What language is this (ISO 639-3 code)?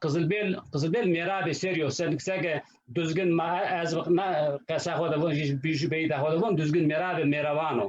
zza